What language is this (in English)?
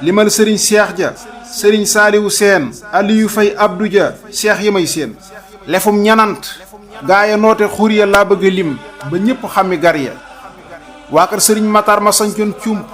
Wolof